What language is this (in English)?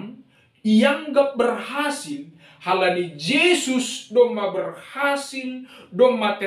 Batak Simalungun